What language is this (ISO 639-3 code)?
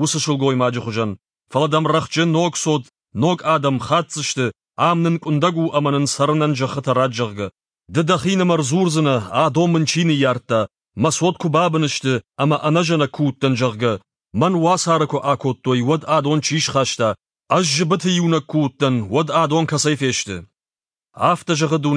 oss